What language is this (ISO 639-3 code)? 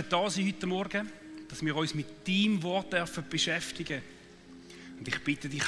gsw